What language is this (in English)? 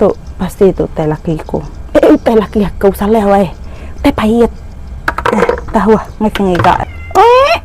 Iban